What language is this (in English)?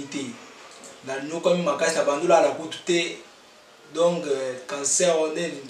Lingala